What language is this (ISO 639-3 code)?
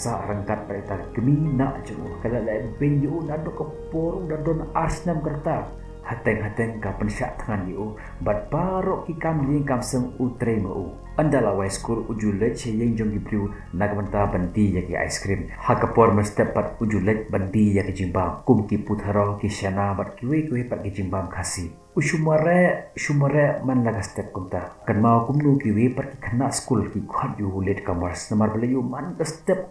kha